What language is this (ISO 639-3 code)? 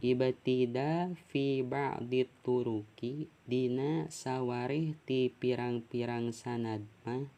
sun